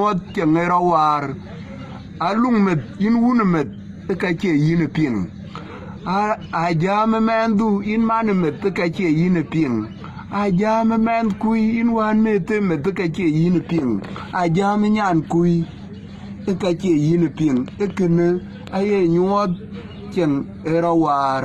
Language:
Dinka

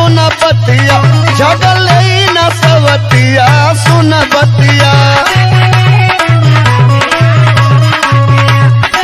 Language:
Bhojpuri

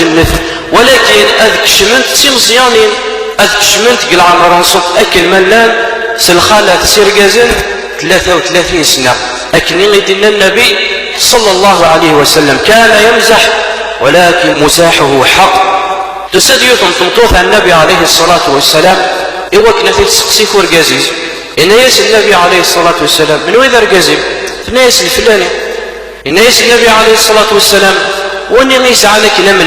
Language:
Kabyle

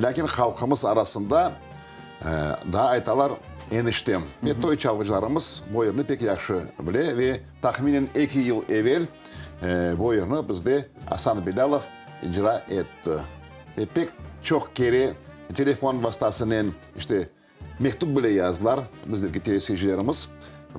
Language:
Crimean Tatar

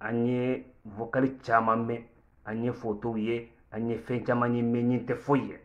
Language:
Bambara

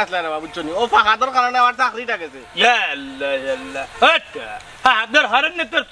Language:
Sylheti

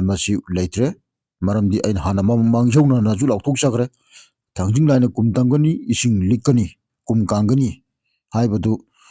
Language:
Manipuri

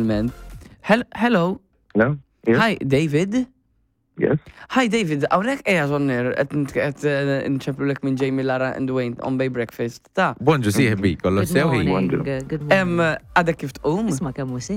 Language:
Maltese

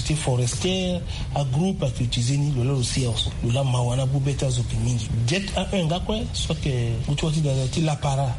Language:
Sango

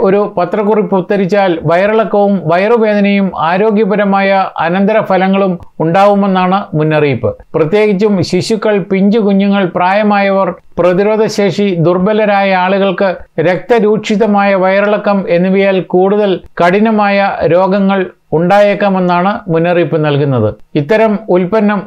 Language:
Malayalam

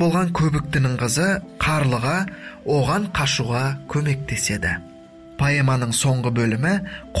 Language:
Kazakh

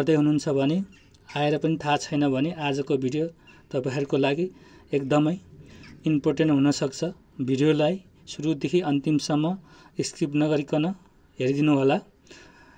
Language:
Nepali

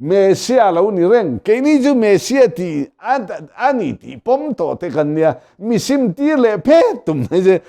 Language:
Mizo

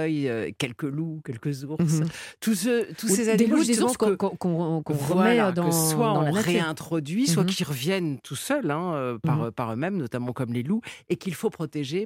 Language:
French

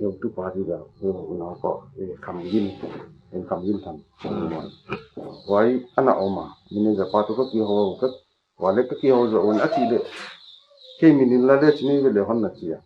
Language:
Paite Chin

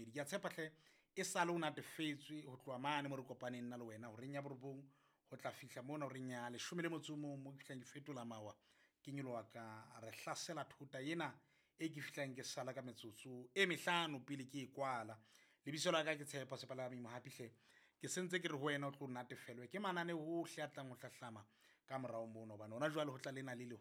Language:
Southern Sotho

